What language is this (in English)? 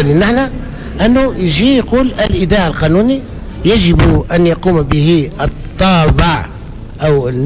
Tunisian Arabic